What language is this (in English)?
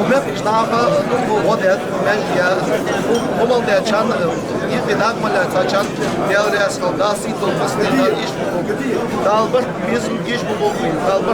Ingush